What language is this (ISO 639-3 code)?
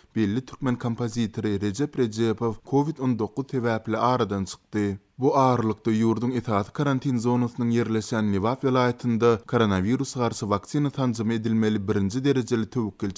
tuk